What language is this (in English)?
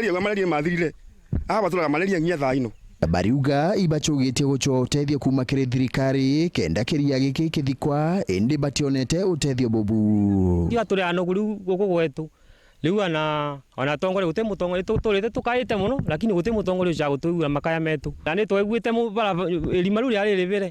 Meru